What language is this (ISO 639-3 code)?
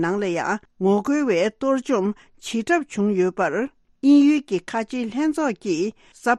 bod